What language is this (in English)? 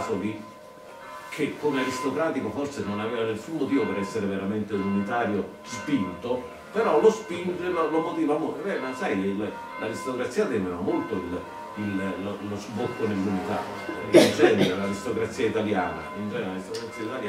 Italian